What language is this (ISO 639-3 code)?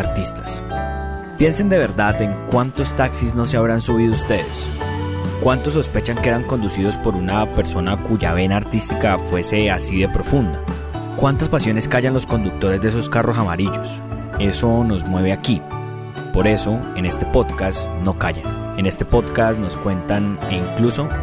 spa